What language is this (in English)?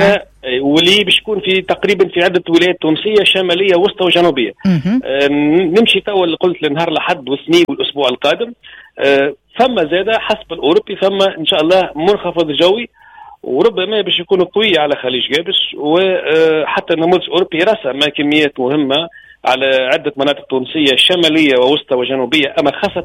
Tunisian Arabic